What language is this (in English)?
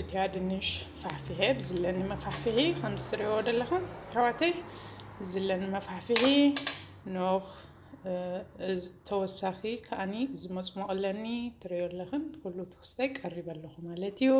Tigrinya